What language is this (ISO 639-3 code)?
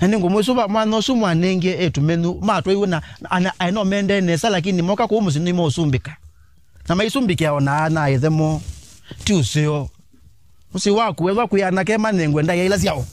kam